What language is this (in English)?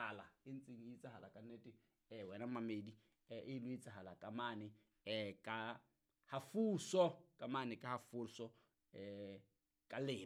Southern Sotho